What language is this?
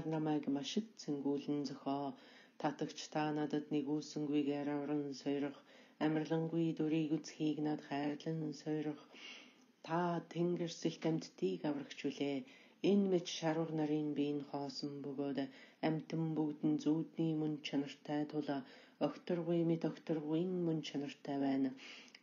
Mongolian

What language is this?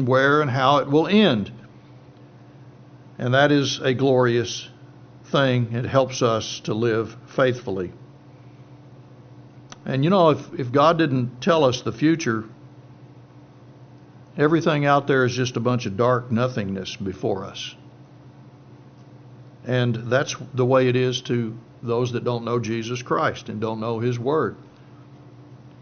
English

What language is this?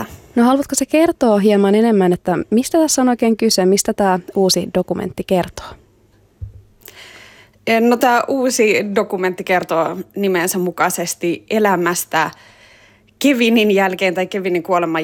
Finnish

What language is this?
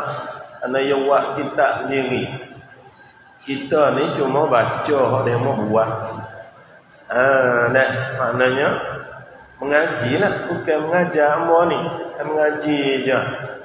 Malay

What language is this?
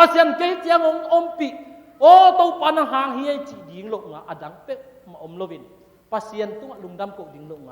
Tedim Chin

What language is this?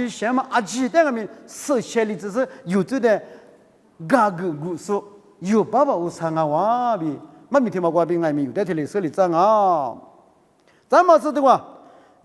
Lisu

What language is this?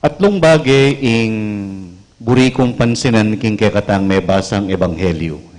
Pampanga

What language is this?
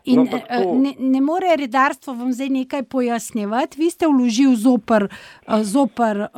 Slovenian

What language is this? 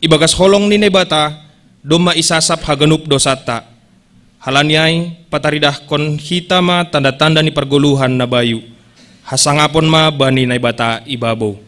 Batak Simalungun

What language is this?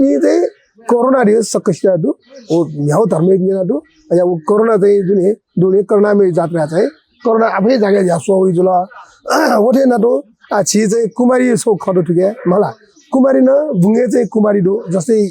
Newari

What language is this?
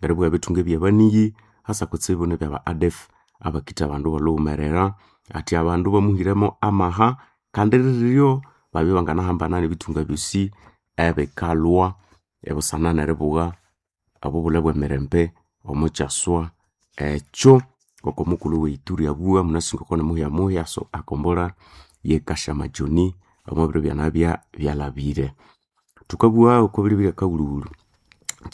Nande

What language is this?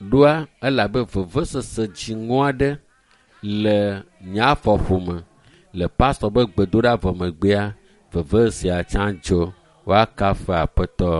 Ewe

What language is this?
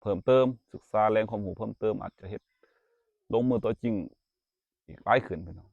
Lao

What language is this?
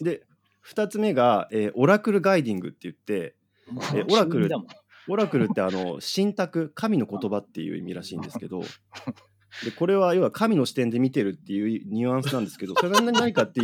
Japanese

